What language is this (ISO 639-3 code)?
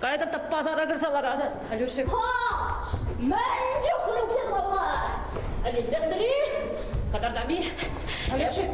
chv